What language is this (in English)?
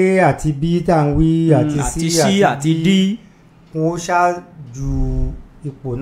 Yoruba